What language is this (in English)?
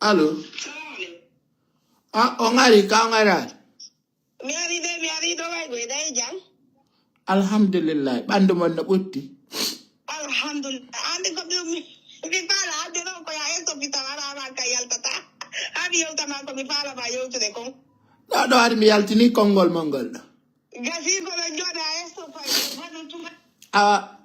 Fula